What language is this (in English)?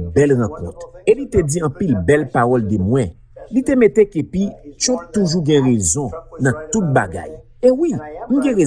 Haitian Creole